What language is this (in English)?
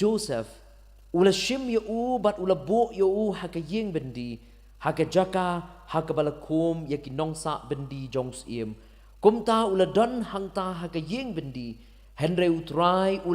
Khasi